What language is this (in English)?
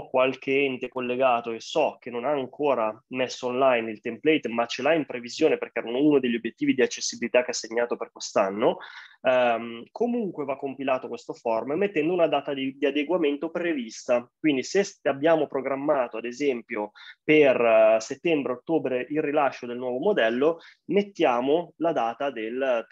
Italian